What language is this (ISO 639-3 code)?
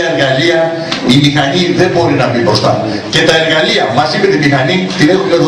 ell